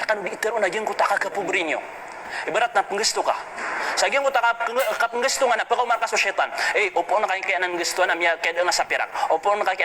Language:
Maranao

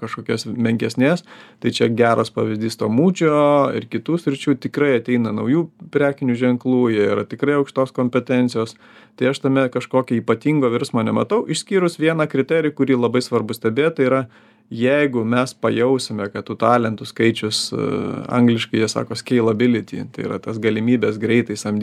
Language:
Lithuanian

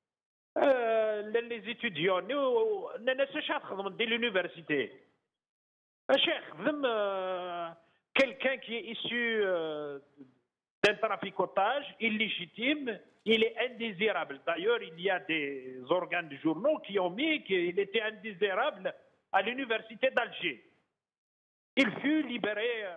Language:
French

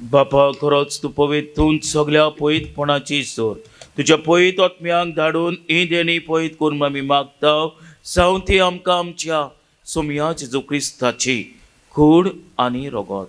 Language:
Konkani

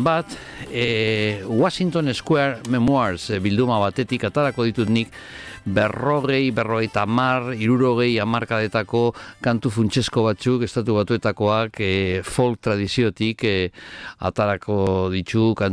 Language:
Basque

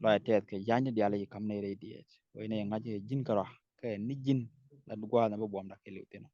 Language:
Nuer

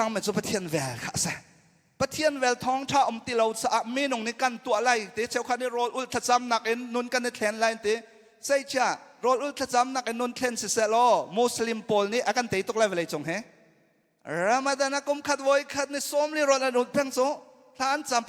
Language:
Hakha Chin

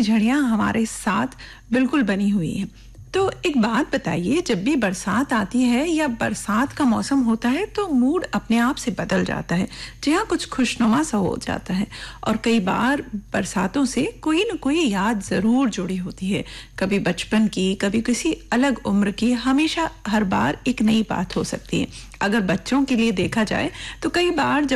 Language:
Hindi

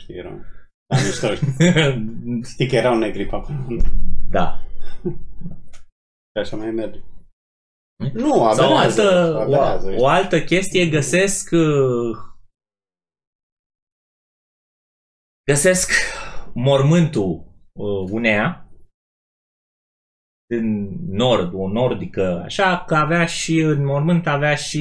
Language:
Romanian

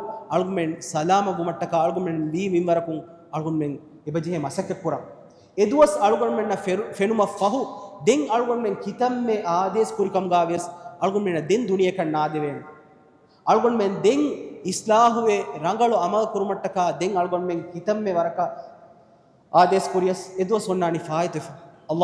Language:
Divehi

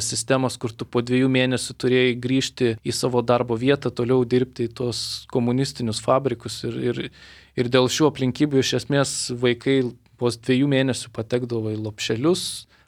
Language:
Lithuanian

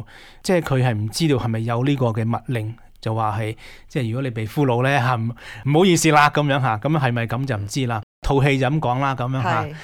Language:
Cantonese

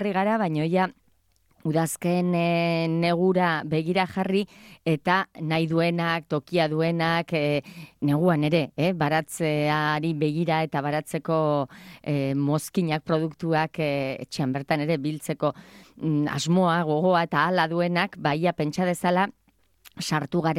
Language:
Basque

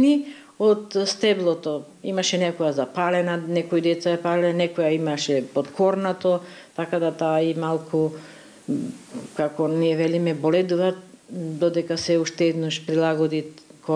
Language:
Macedonian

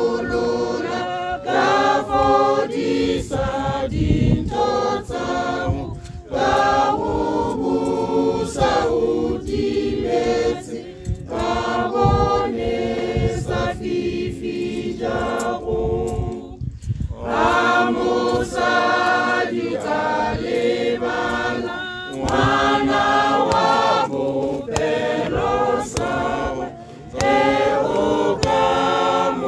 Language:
Tswana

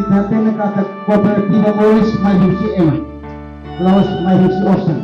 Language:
Tetum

